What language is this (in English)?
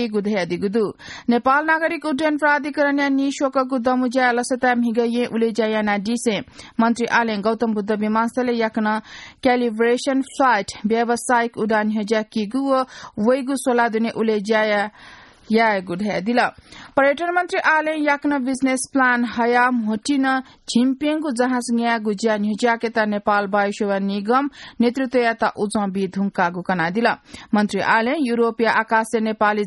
Newari